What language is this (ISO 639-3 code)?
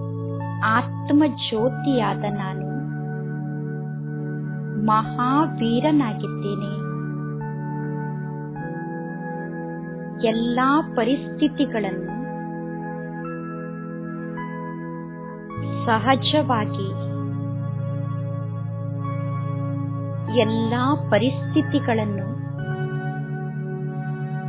kan